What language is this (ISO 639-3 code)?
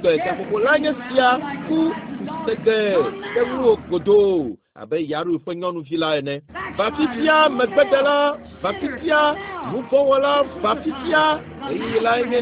ewe